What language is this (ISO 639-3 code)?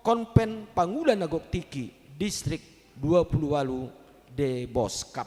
bbc